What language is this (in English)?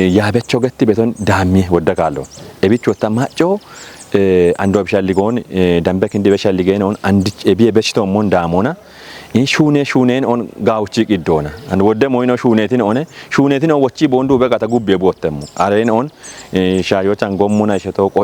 Kafa